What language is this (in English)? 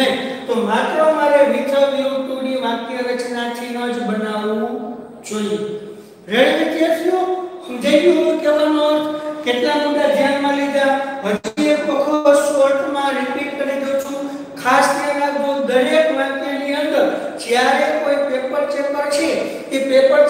Gujarati